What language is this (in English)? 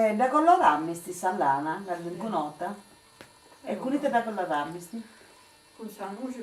Sardinian